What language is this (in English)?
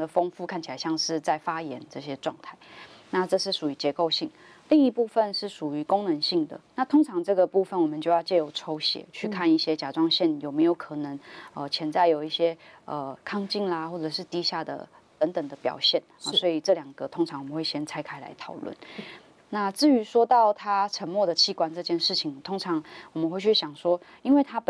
Chinese